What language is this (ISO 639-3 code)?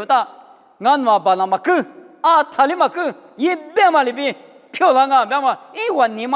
lis